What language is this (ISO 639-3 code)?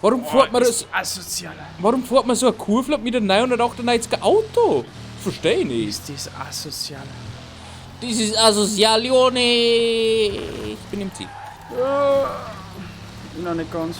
bar